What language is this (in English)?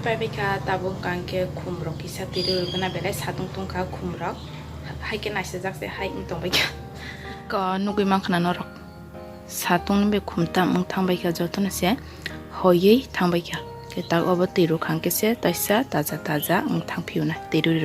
Kok Borok